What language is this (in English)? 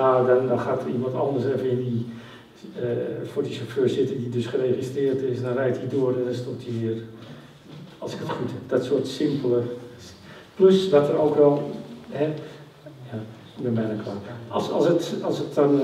Dutch